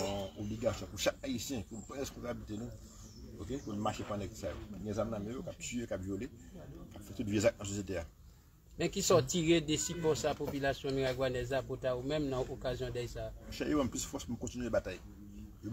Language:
Haitian Creole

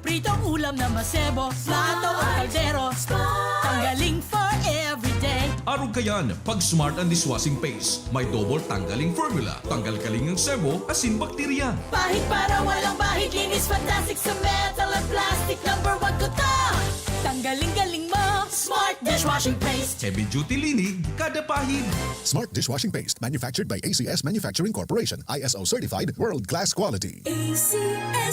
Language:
Bikol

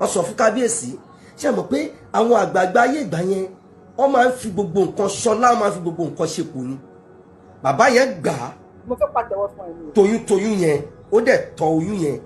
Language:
Yoruba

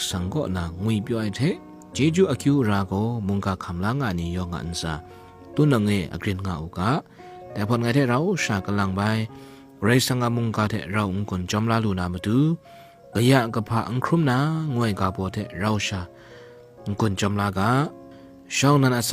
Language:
Kachin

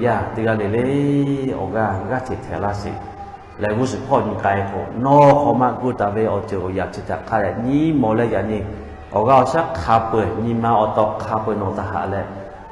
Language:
Lahu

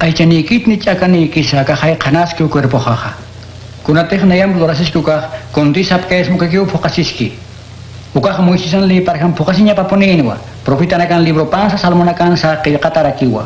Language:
Aymara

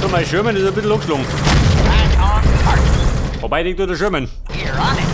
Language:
Bavarian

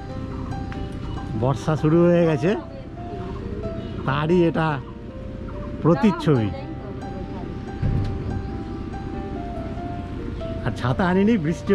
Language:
Bangla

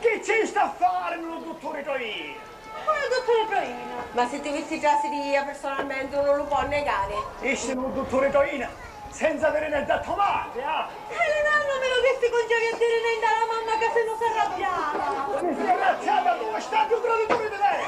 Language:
Sicilian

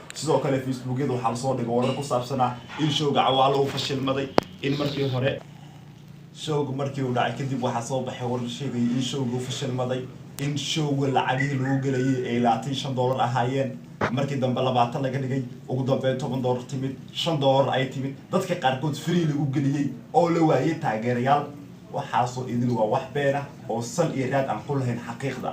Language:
Somali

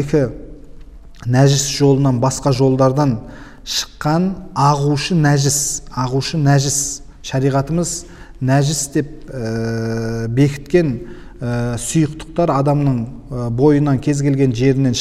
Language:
Kazakh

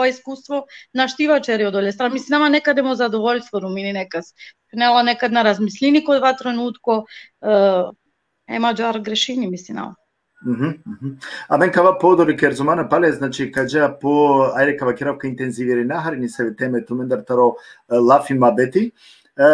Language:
Balkan Romani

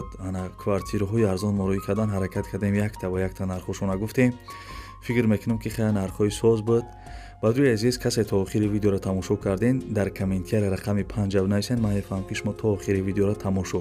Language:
Tajik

